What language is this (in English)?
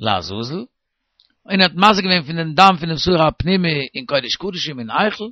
Yiddish